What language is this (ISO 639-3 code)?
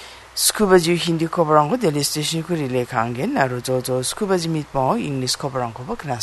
grt